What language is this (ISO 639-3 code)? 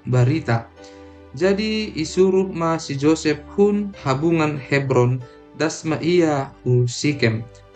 bts